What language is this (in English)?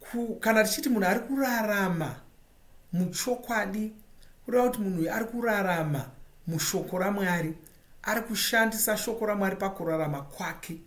Shona